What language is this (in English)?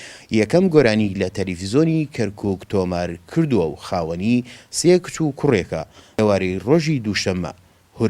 Central Kurdish